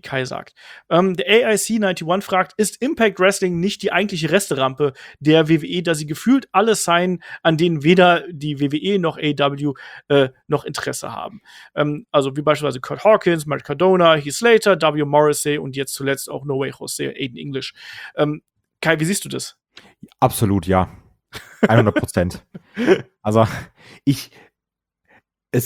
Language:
German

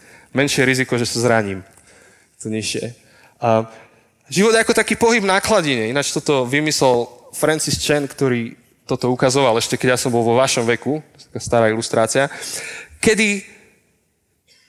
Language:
Slovak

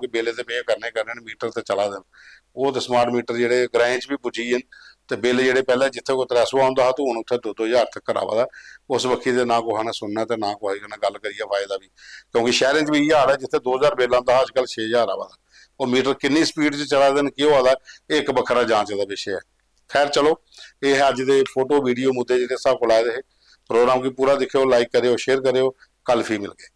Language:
Dogri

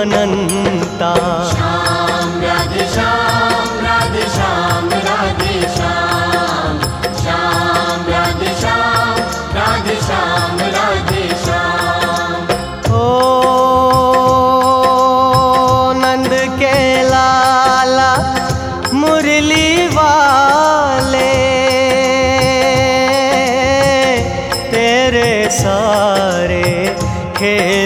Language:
Hindi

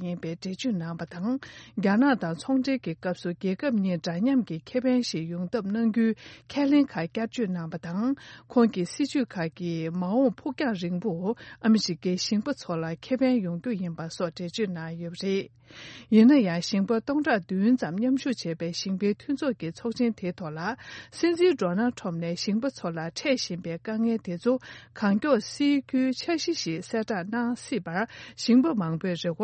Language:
Tibetan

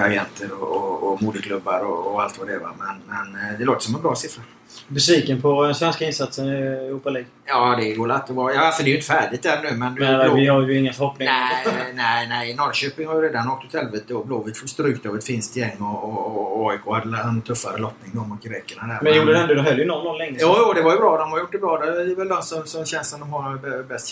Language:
Swedish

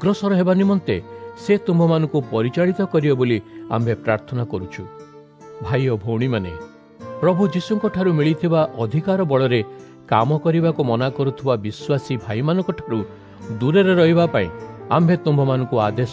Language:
Odia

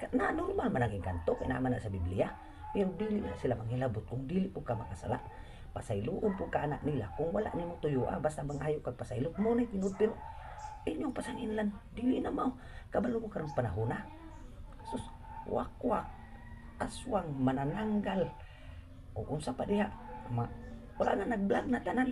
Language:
Cebuano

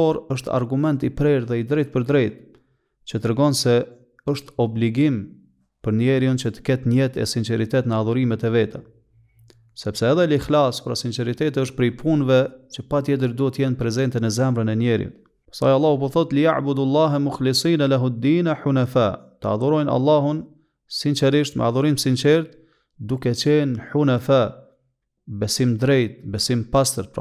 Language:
Albanian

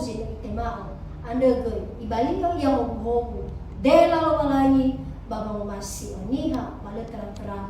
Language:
Nias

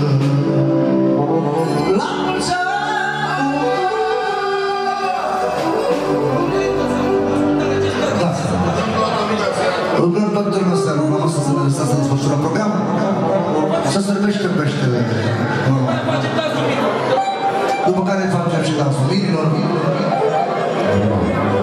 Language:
Romanian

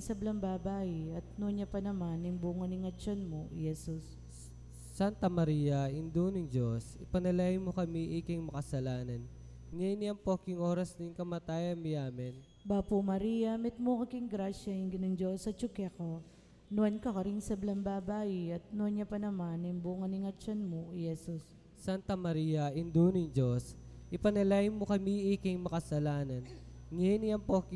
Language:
Pampanga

